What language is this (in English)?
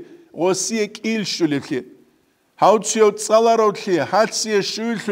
Avaric